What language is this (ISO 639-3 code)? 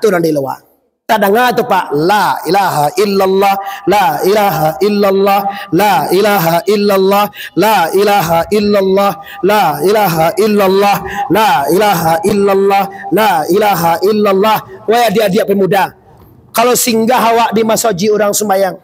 min